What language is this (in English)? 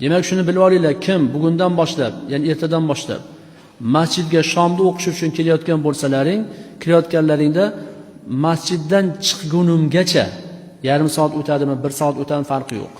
Uzbek